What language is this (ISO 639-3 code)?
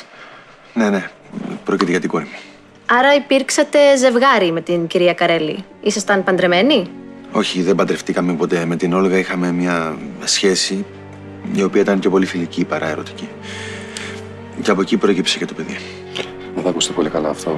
ell